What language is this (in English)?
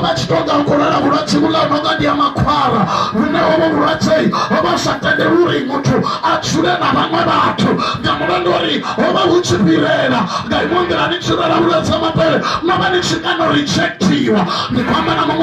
Venda